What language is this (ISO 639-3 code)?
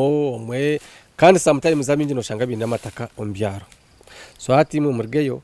nyn